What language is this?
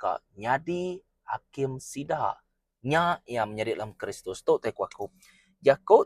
Iban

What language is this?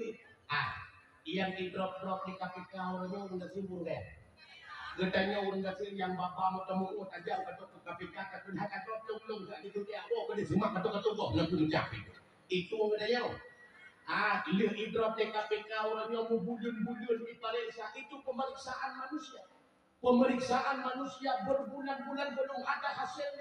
Achinese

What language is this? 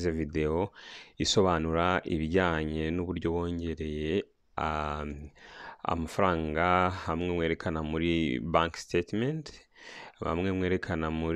Kinyarwanda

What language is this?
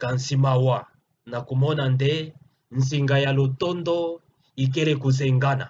Kituba (Democratic Republic of Congo)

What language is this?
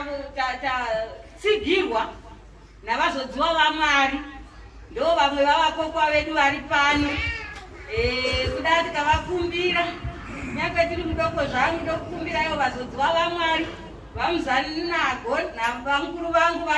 Shona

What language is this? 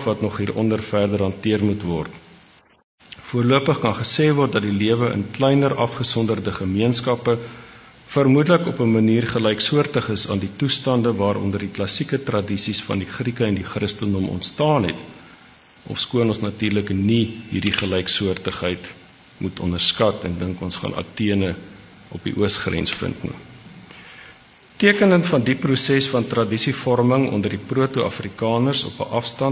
Afrikaans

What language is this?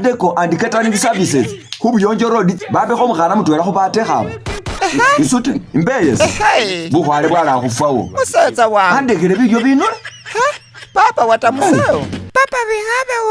Masaaba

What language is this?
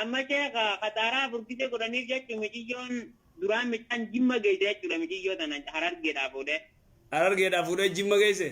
Oromo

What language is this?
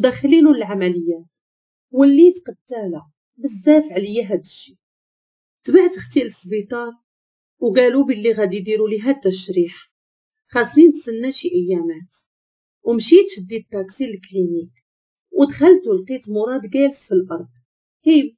Moroccan Arabic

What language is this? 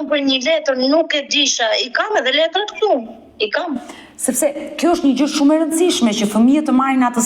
Albanian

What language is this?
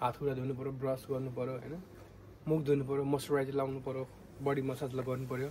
Nepali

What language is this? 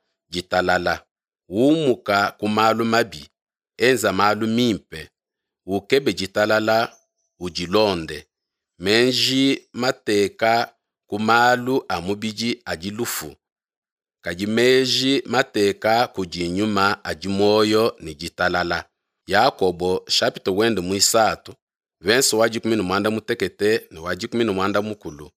Luba-Lulua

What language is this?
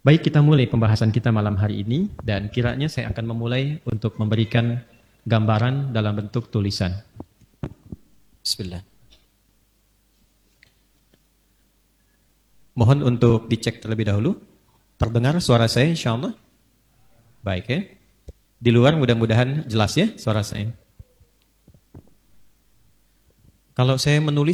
Indonesian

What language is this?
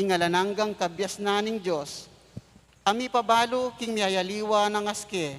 Pampanga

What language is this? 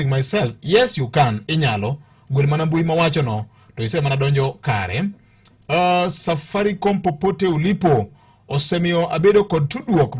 Luo (Kenya and Tanzania)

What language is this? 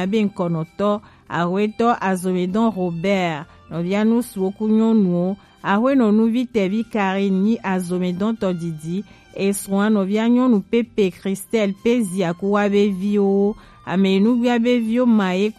Gen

